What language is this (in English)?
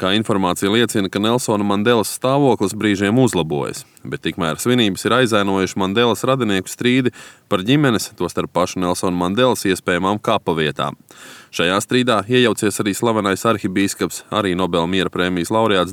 Latvian